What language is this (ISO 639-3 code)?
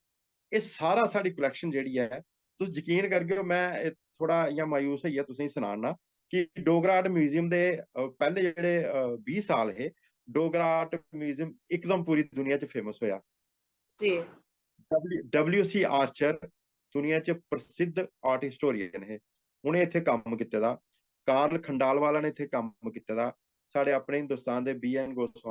doi